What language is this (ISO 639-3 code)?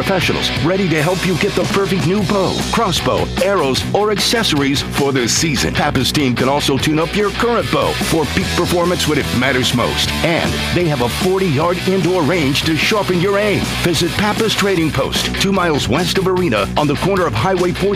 eng